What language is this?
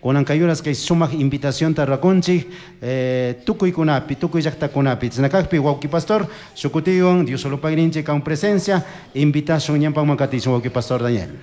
Chimborazo Highland Quichua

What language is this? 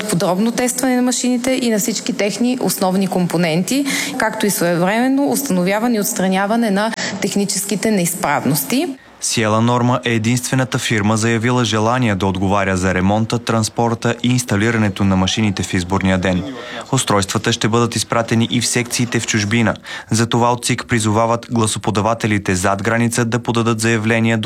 Bulgarian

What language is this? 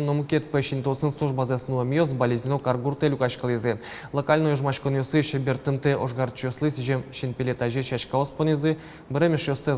Udmurt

